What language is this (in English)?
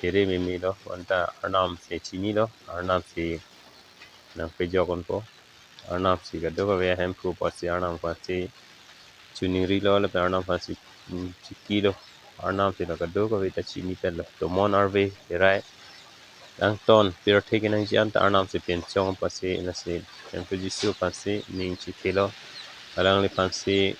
Karbi